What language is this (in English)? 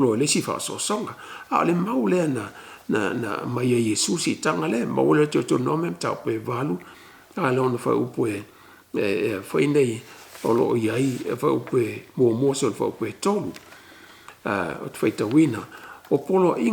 Samoan